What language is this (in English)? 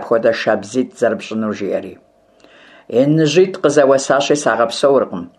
Kabardian